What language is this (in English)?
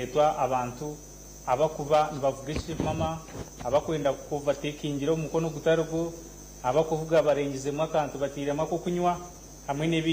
Nyankole